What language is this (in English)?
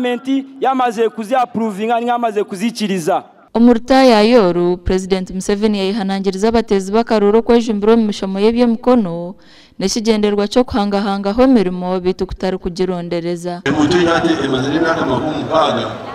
Nyankole